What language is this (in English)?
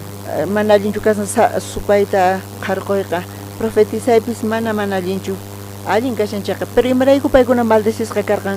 South Bolivian Quechua